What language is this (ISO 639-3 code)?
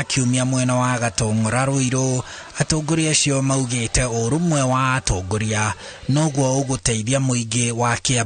kik